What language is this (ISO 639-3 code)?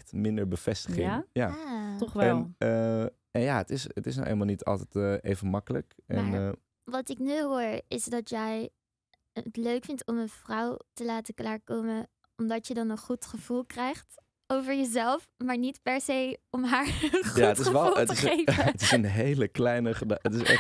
nld